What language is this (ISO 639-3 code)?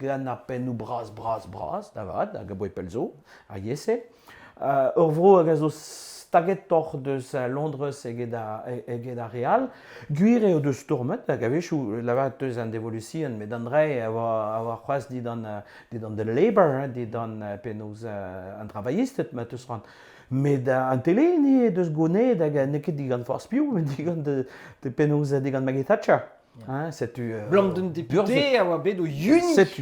bre